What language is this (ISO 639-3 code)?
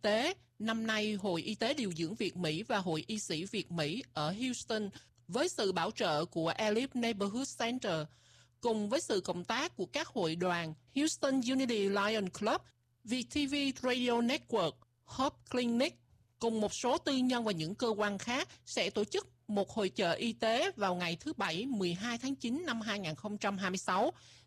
vie